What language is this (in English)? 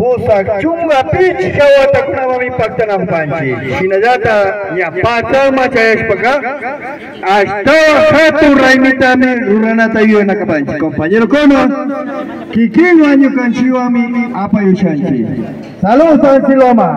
Imbabura Highland Quichua